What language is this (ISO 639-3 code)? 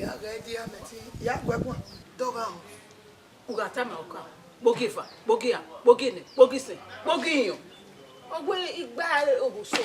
bin